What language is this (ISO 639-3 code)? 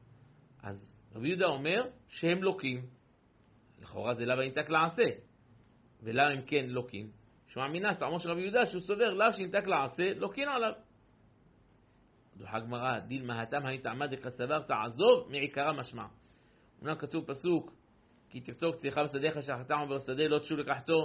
heb